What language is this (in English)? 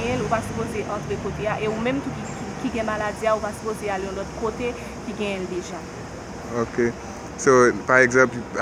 Haitian Creole